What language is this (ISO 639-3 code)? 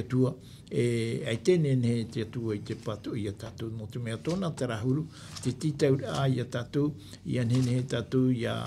tah